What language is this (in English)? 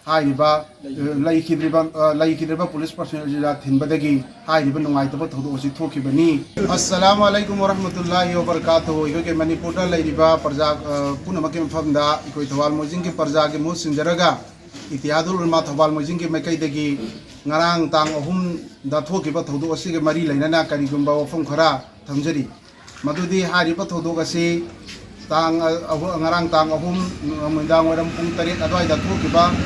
Manipuri